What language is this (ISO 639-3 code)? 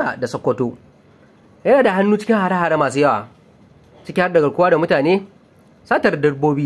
hau